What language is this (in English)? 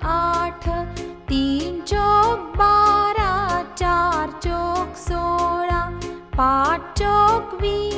Marathi